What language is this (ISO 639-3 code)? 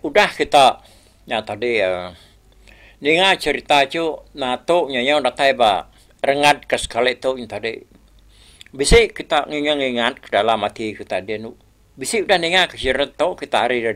iba